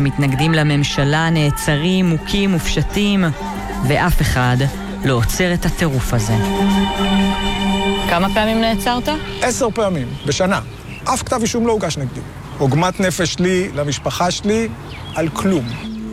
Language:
Hebrew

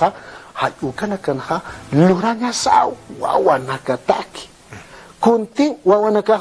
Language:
Aymara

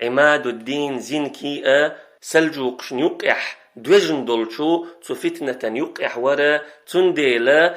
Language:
Chechen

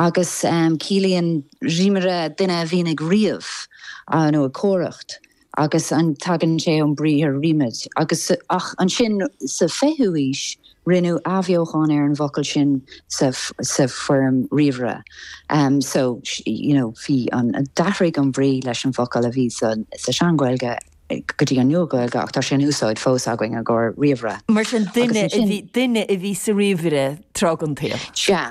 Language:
Irish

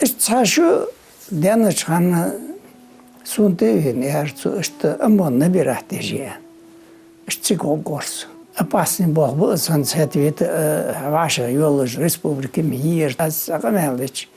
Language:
Ingush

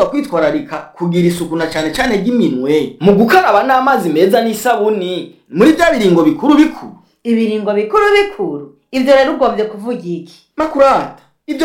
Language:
Rundi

